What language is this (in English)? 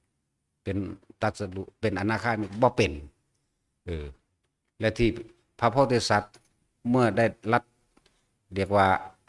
Northeastern Thai